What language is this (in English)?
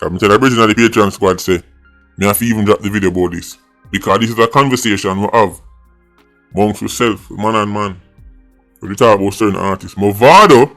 Jamaican Creole English